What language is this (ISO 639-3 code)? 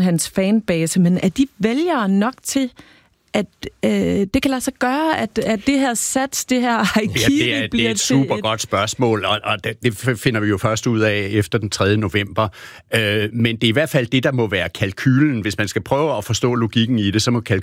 dan